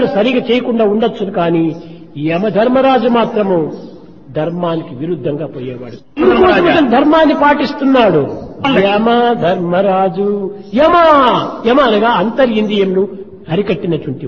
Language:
Telugu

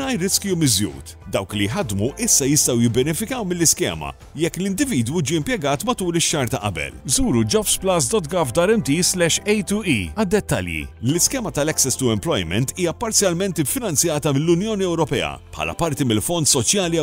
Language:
Maltese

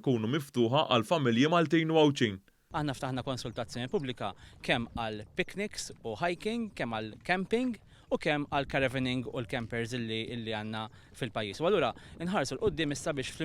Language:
Maltese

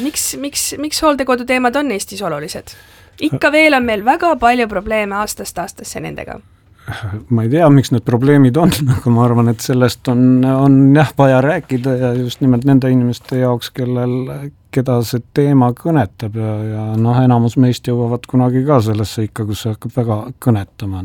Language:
Estonian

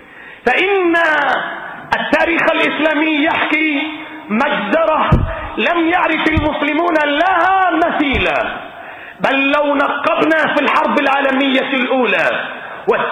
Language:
Arabic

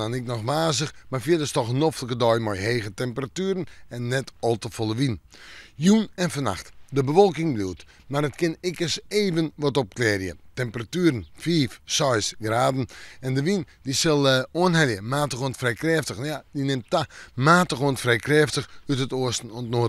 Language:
Western Frisian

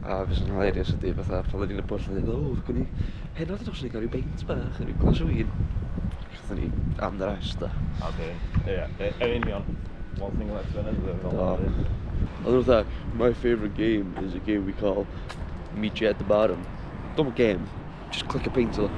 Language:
Welsh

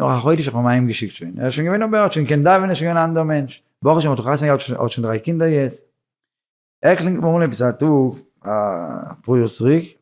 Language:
Yiddish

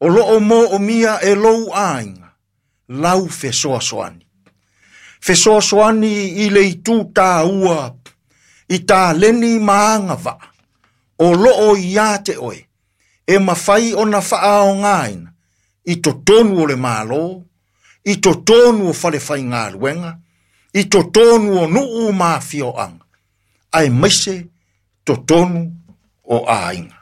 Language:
Samoan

